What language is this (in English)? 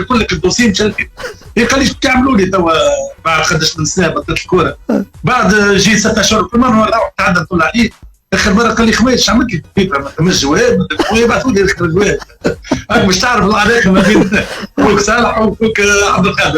Tunisian Arabic